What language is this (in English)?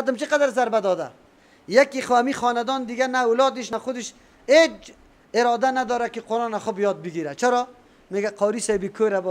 Persian